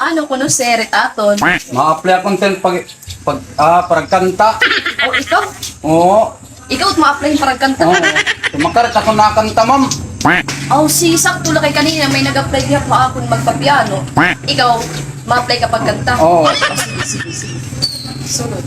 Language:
Waray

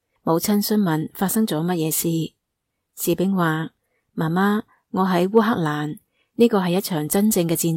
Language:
Cantonese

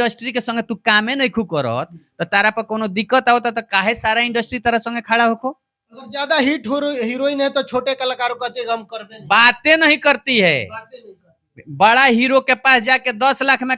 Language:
Bhojpuri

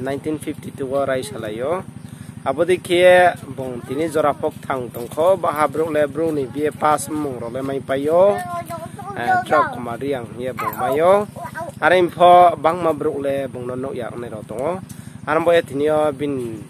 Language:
Riang (India)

